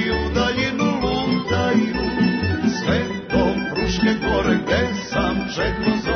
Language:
Serbian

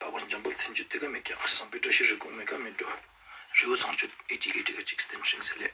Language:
Ladakhi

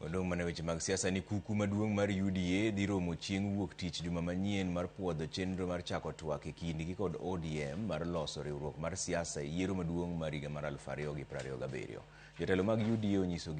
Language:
Luo (Kenya and Tanzania)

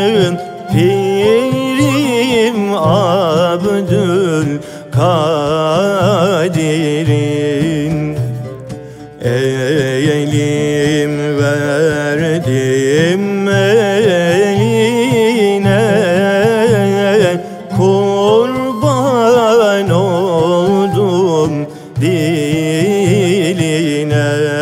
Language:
Turkish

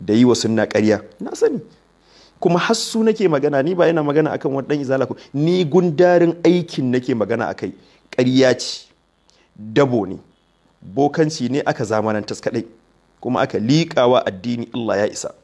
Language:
Hausa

